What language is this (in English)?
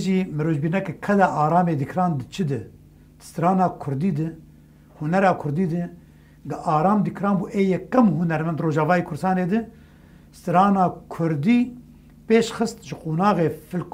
Kurdish